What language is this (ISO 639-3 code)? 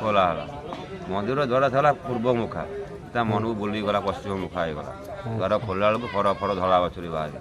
ori